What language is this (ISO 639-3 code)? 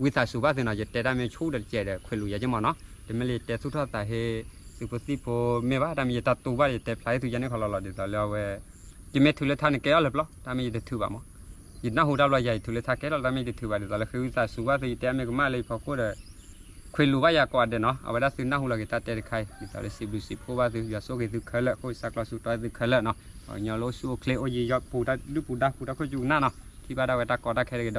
ksw